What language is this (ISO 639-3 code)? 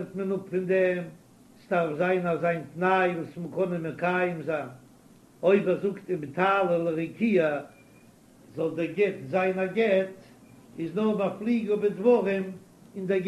yid